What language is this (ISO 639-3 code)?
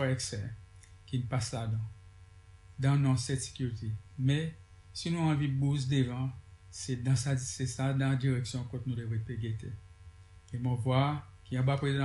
crs